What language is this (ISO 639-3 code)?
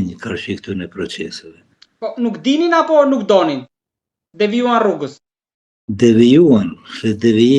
sqi